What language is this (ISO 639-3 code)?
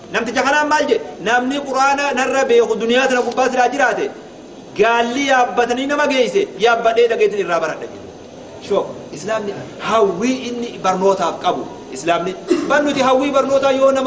orm